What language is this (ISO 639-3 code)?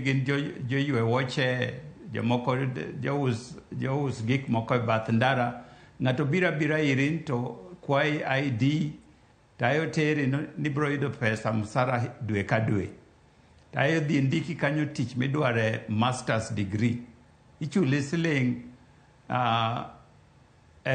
luo